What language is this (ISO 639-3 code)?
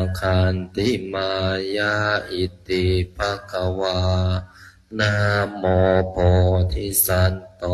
pli